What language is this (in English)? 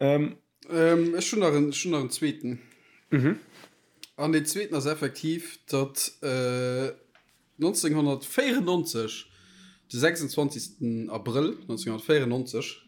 Luxembourgish